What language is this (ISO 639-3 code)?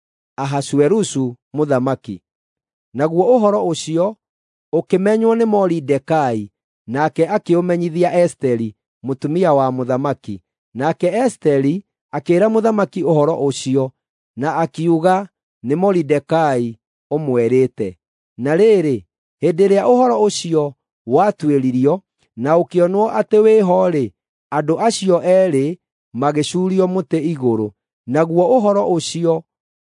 kik